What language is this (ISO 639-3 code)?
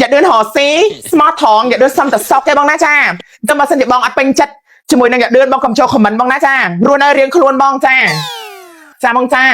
khm